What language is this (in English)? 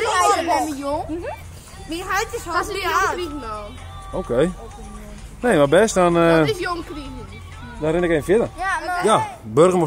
Western Frisian